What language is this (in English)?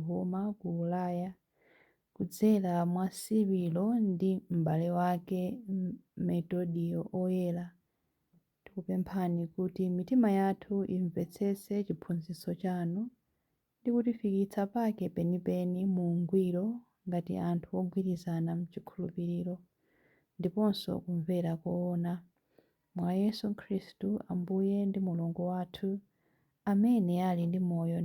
Nyanja